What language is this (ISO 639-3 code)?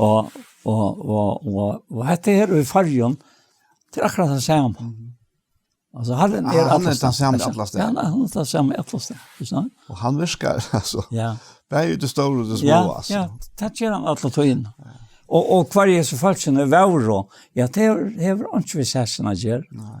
fao